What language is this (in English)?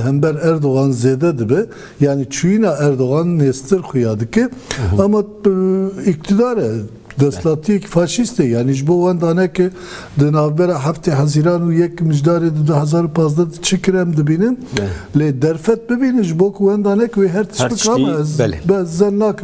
Kurdish